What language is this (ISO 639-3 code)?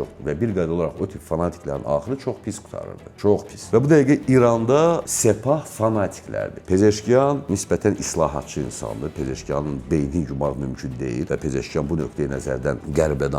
aze